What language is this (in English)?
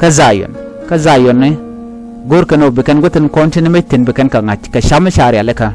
Nuer